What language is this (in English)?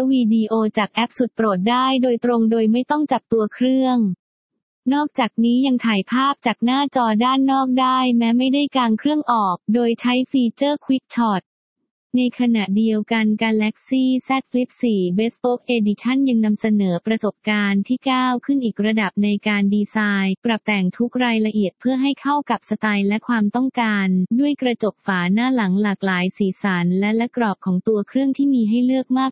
Thai